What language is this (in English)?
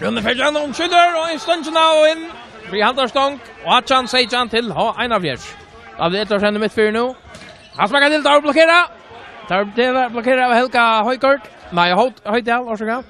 Faroese